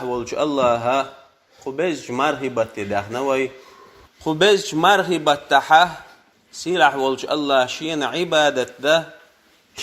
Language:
Chechen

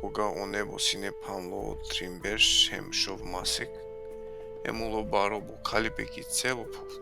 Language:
Balkan Romani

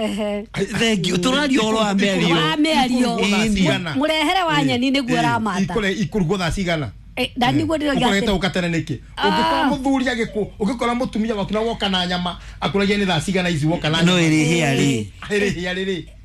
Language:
Kikuyu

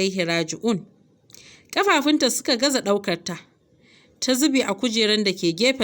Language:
Hausa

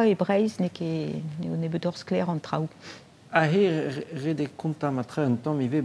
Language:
Breton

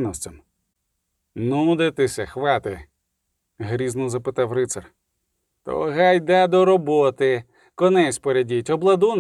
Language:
Ukrainian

